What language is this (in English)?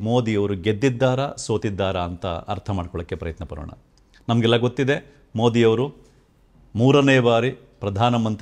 Kannada